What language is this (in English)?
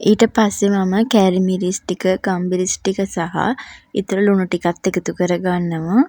Sinhala